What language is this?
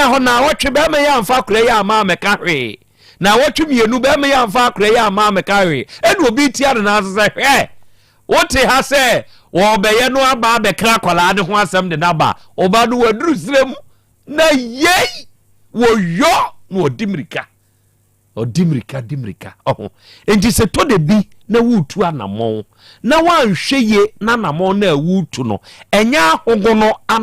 Akan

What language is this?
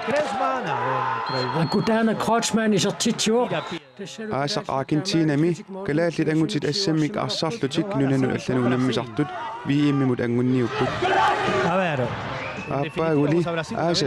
Kalaallisut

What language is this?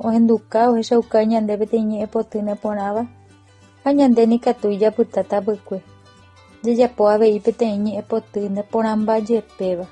Guarani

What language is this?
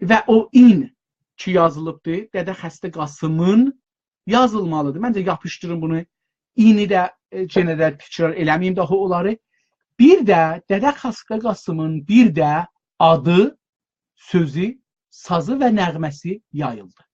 South Azerbaijani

